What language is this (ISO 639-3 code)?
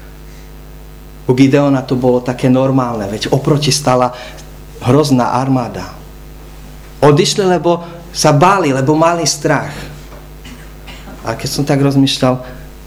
slk